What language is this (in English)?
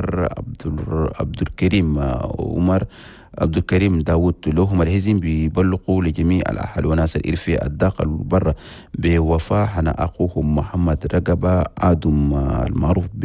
Chadian Arabic